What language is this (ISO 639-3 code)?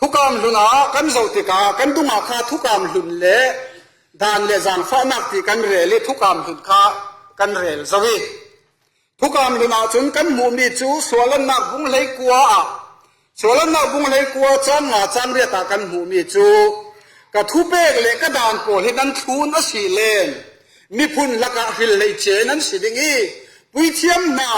cfm